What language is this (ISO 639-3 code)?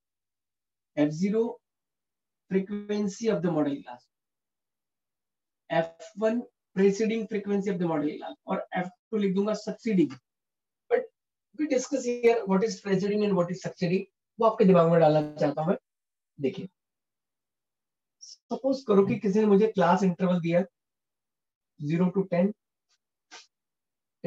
hin